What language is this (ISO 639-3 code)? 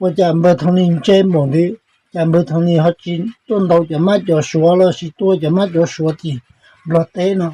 hmn